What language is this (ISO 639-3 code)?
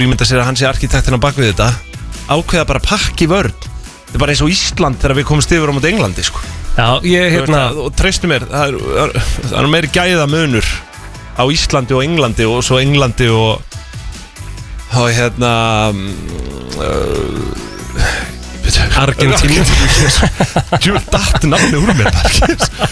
isl